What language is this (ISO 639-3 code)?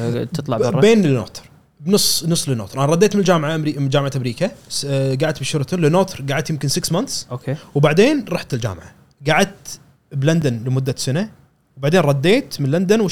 afb